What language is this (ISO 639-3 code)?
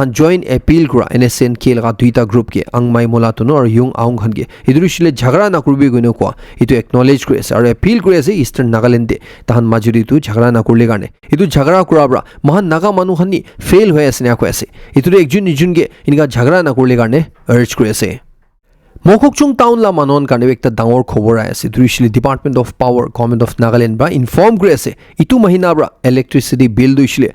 nag